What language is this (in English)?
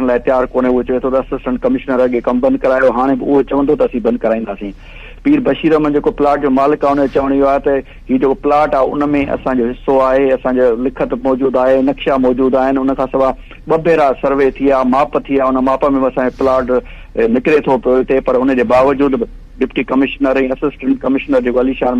Sindhi